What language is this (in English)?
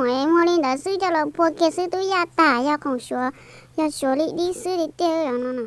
Hmong